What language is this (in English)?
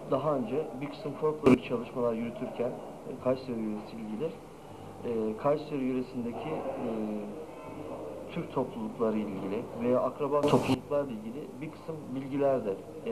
Turkish